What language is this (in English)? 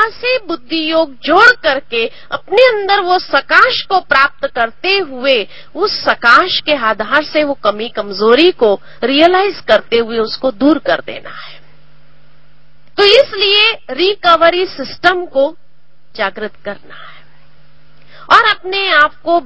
Hindi